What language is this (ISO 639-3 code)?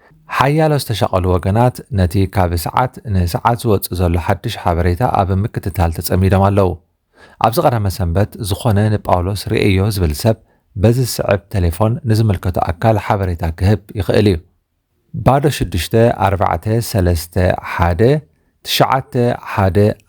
tir